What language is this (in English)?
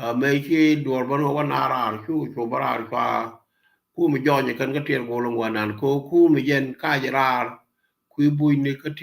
Nuer